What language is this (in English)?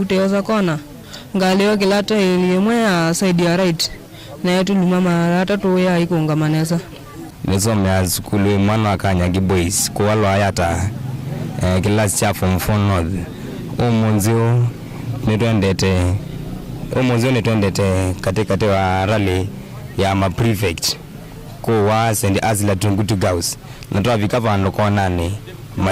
Kamba